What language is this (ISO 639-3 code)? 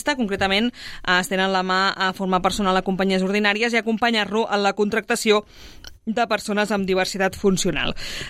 cat